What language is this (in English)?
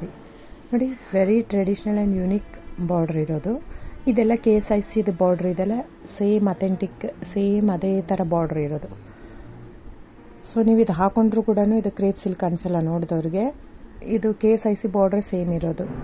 Kannada